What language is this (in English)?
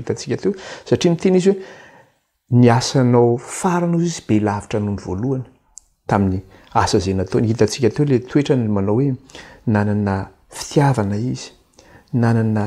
Malagasy